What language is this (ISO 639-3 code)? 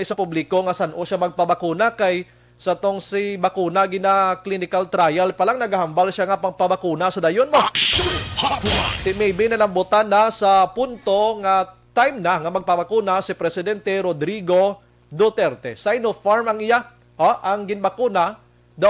hil